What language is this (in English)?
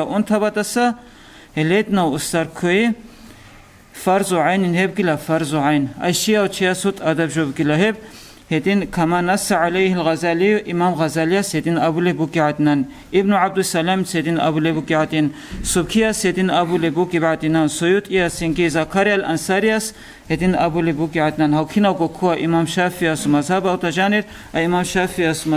Avaric